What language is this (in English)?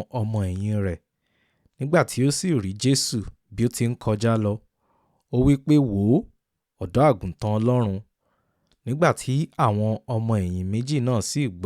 Yoruba